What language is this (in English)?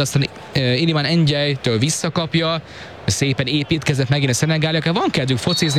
Hungarian